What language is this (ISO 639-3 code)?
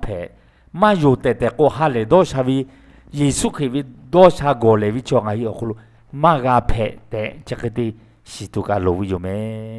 lhu